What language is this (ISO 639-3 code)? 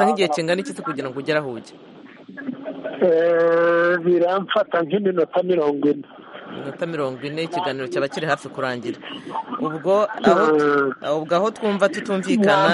kin